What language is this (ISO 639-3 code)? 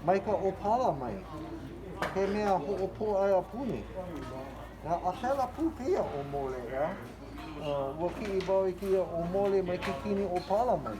haw